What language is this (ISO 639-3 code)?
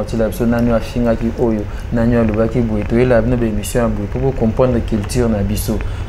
lin